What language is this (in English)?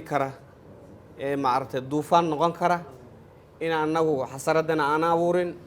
Somali